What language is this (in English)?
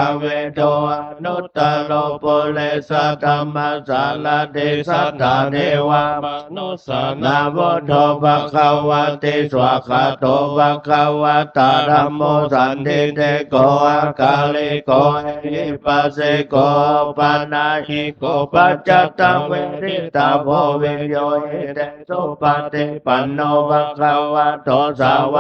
Pali